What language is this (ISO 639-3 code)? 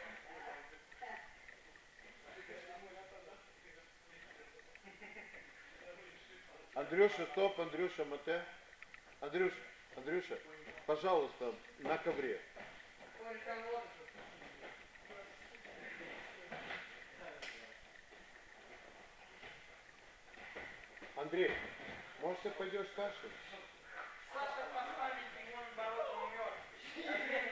rus